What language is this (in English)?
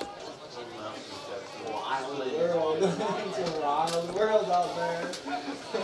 English